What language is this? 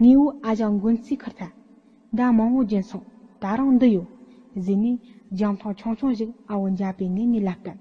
Tibetan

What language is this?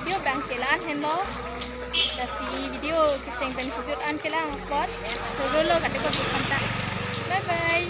Karbi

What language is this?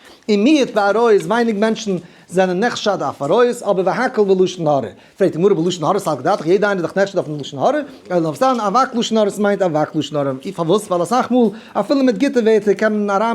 Yiddish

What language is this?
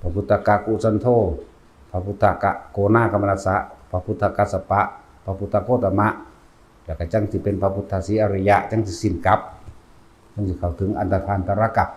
Northeastern Thai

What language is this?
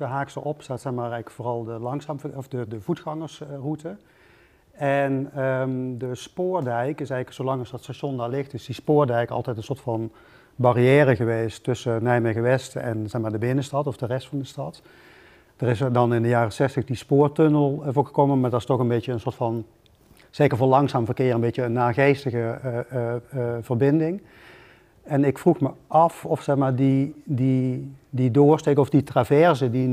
Dutch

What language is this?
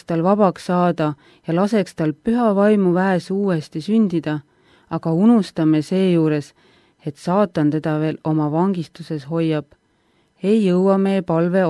Estonian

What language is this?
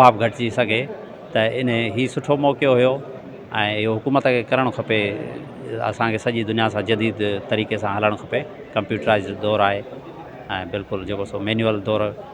Sindhi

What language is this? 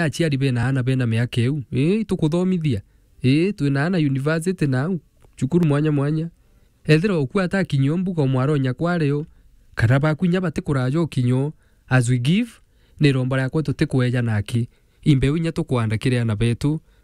Meru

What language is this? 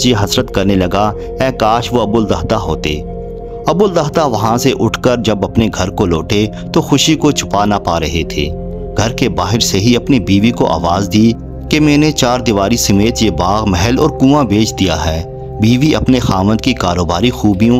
Urdu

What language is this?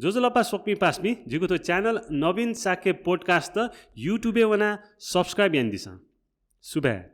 Newari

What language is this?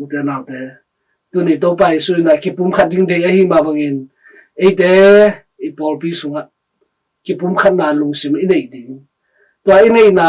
Tedim Chin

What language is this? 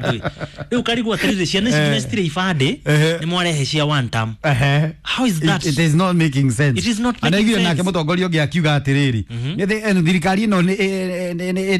Kikuyu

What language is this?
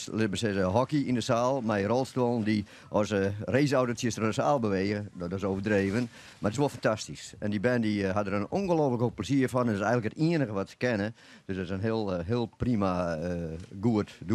Western Frisian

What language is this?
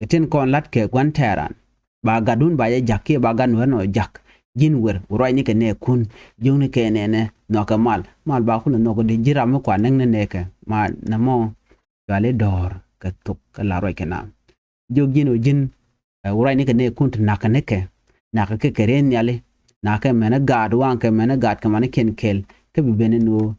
Nuer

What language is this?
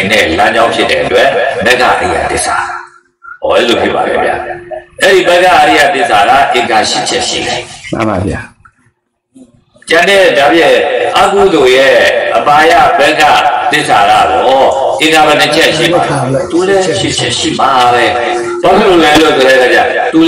Burmese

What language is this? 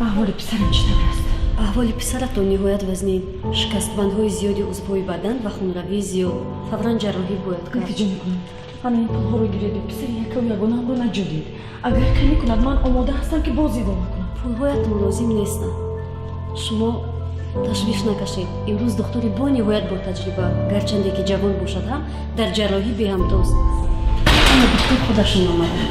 Tajik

